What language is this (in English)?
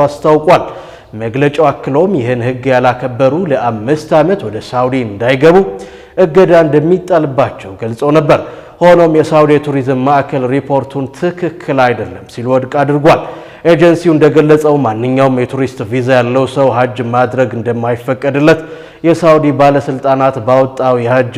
Amharic